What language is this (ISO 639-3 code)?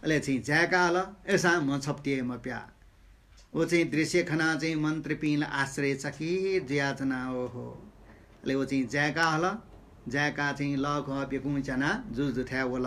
new